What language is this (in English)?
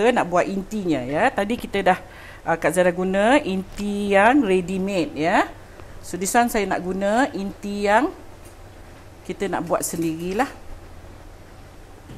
Malay